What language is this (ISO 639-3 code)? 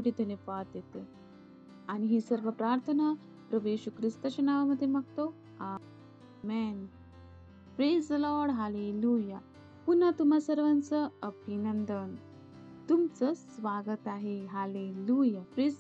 mar